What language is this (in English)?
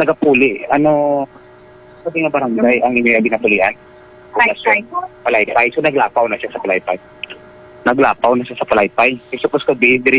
Hiligaynon